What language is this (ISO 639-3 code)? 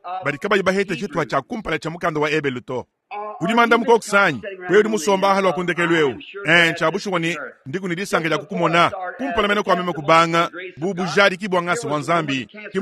lua